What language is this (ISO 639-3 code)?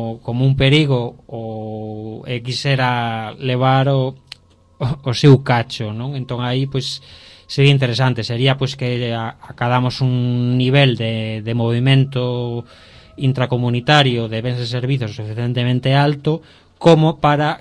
glg